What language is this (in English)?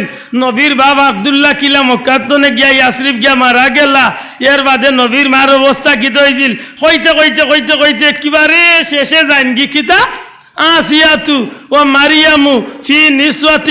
Sylheti